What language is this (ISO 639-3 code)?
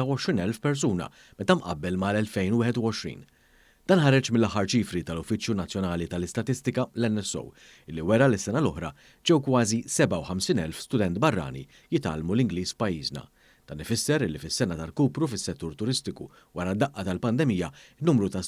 mlt